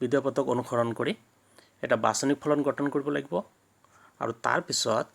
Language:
Assamese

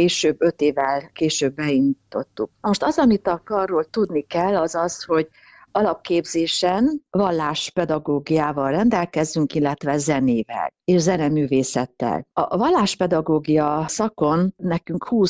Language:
Hungarian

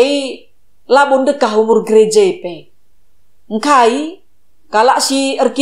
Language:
Batak Karo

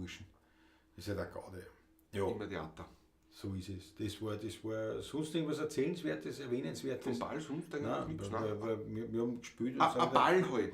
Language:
Bavarian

